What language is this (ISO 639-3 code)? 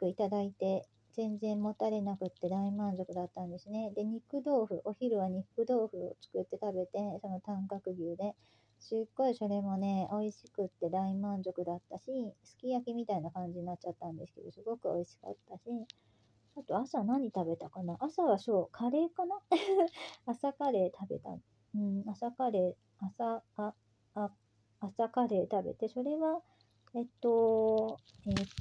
jpn